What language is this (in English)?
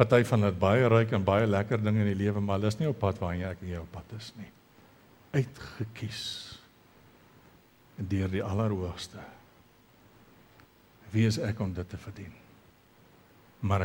Afrikaans